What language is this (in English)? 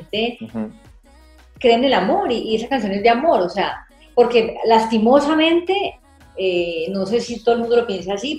Spanish